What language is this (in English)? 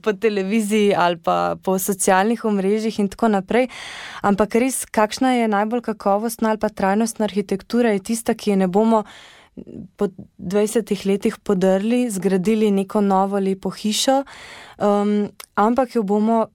Slovenian